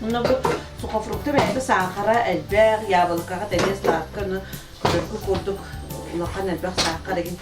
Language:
Yakut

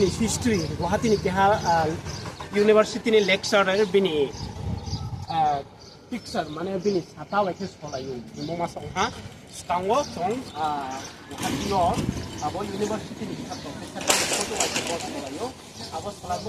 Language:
Riang (India)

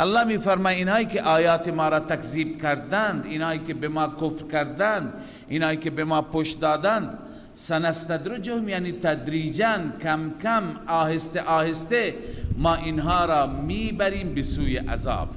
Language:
Persian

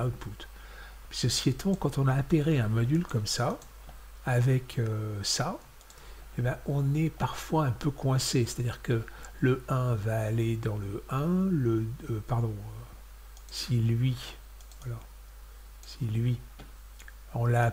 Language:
French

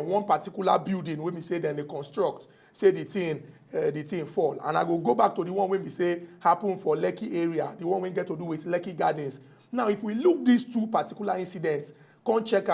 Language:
Nigerian Pidgin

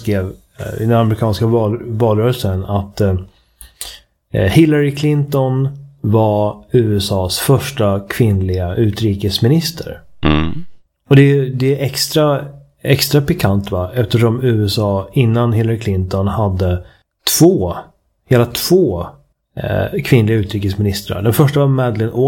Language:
Swedish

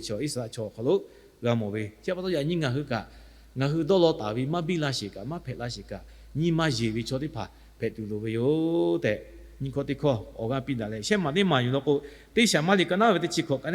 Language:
Lahu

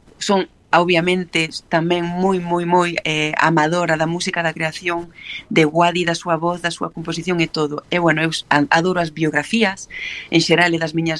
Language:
Galician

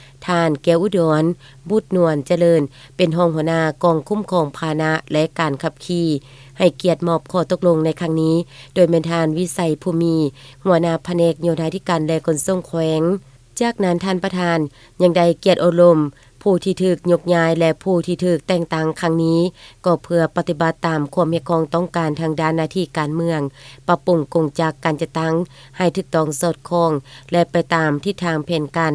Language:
Lao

